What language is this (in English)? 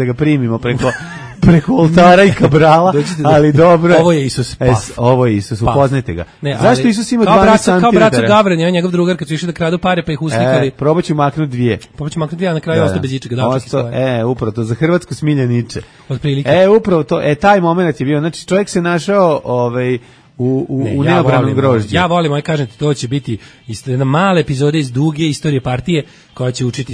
Serbian